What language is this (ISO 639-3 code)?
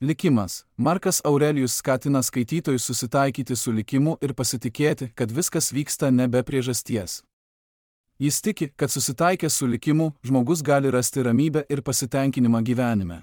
lit